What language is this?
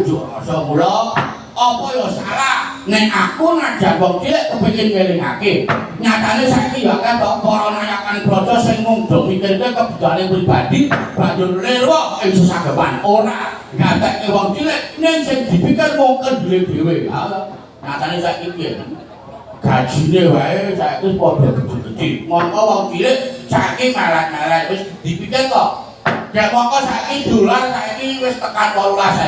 Javanese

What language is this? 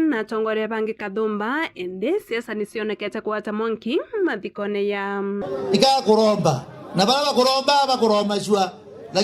Meru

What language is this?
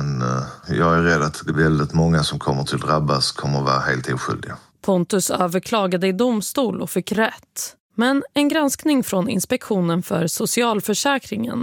Swedish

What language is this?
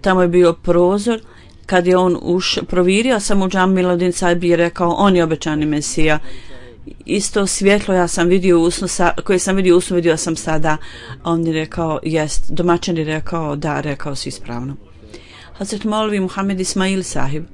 Bosnian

